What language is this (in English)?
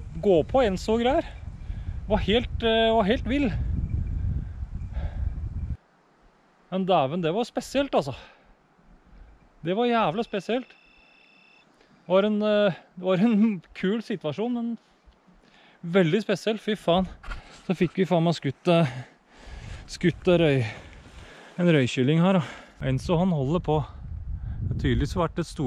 Norwegian